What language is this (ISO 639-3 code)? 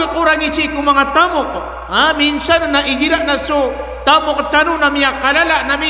mrw